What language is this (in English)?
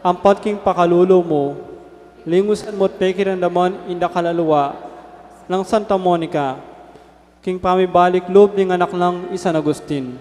Pampanga